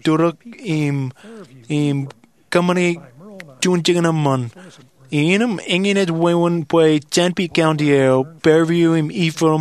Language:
Marshallese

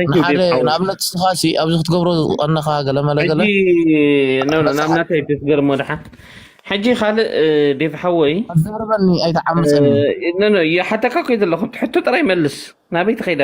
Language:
Tigrinya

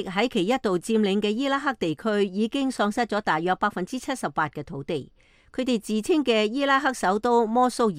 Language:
Cantonese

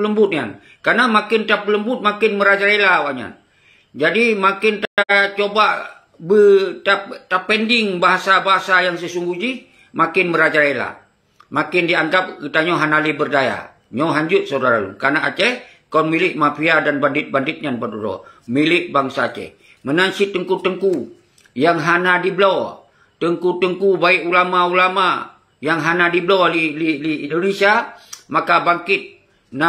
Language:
Achinese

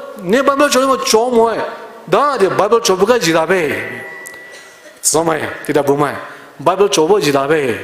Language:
Poumei Naga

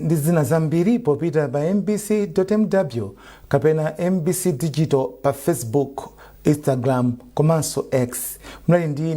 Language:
Nyanja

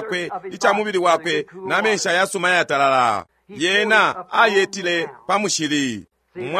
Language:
Bemba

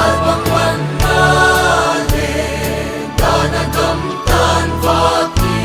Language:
Paite Chin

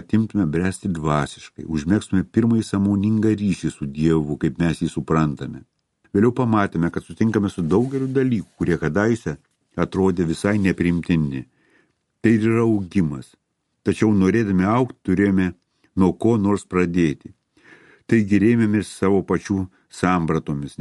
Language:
Lithuanian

